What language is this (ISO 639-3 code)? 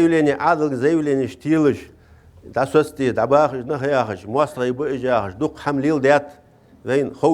inh